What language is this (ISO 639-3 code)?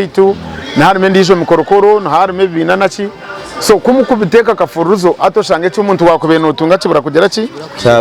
nyn